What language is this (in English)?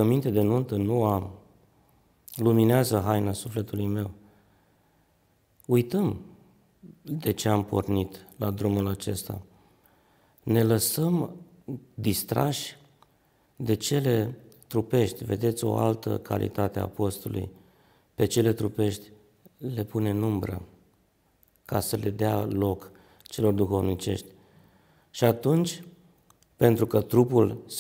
Romanian